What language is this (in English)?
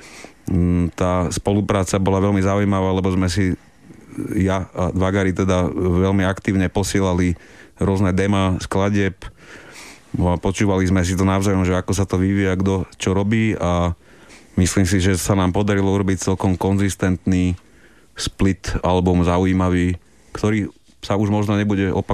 Slovak